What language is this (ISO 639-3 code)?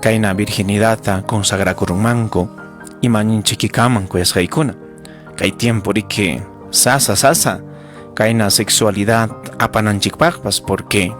quy